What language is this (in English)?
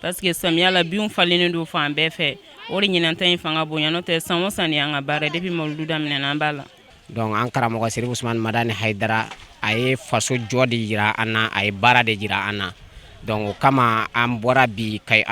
Bambara